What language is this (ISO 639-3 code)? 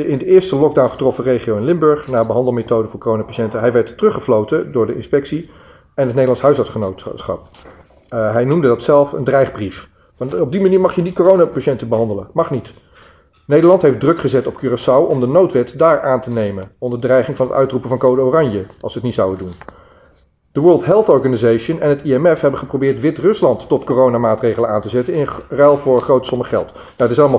nld